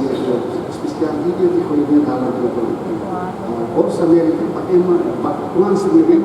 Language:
Tetum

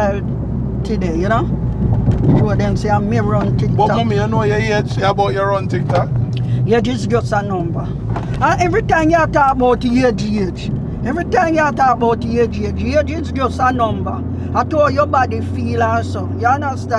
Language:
Jamaican Creole English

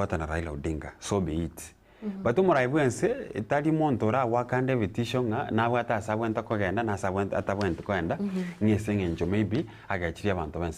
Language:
Gusii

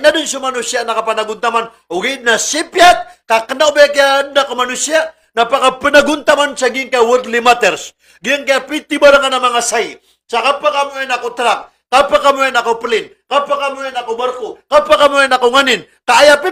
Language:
Maranao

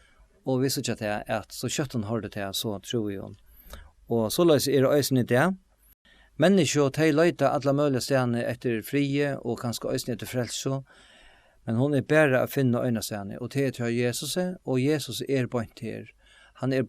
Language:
Faroese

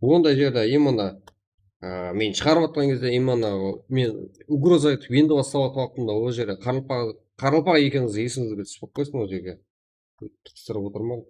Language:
Kara-Kalpak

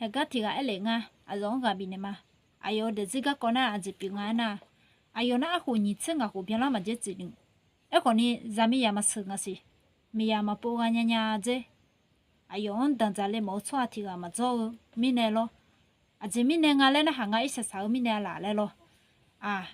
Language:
Akha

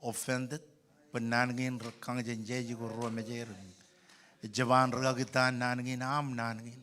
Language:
Marshallese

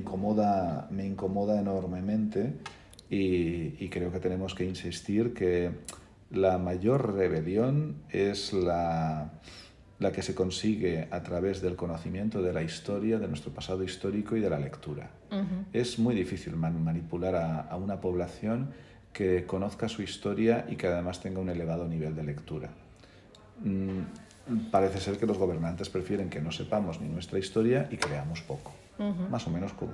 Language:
Spanish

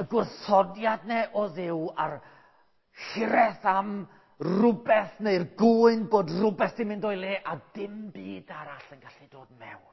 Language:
Welsh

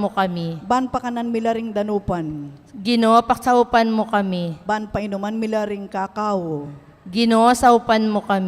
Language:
Pampanga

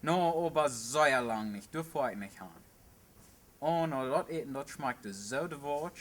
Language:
Plautdietsch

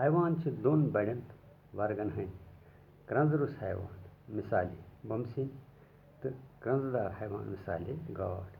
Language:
Kashmiri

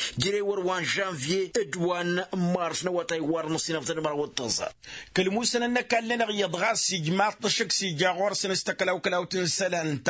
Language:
Tamasheq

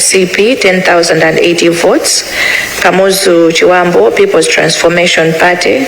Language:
Nyanja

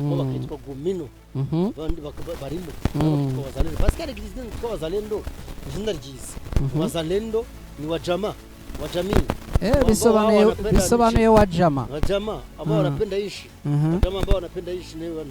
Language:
Kinyarwanda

